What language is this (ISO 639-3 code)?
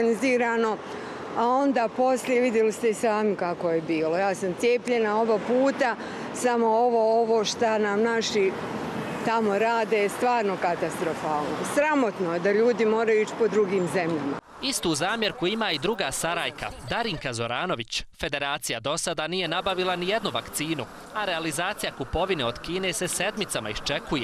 bos